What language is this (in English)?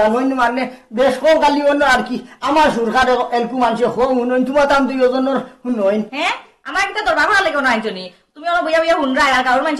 Sylheti